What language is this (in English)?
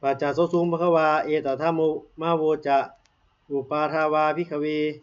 Pali